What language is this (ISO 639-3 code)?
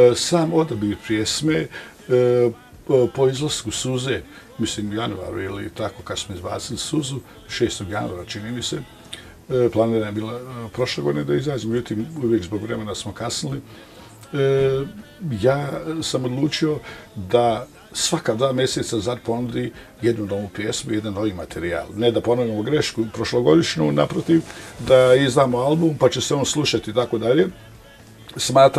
bos